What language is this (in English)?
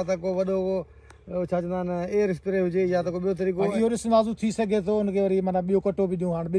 Sindhi